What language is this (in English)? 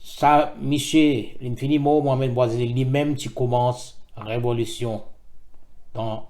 Morisyen